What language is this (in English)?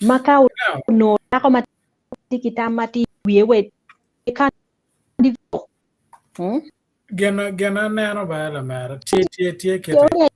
Acoli